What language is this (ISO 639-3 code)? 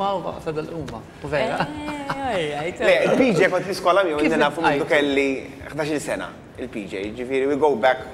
mlt